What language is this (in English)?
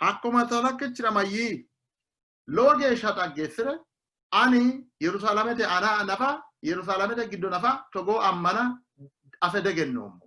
Sidamo